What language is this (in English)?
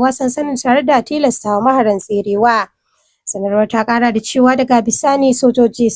Hausa